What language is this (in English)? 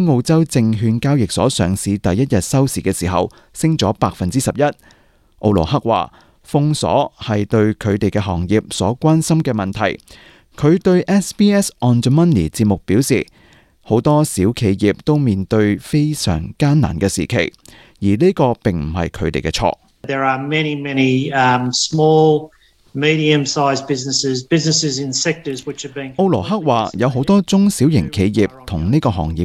Cantonese